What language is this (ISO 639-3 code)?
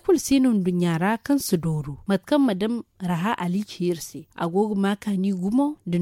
dje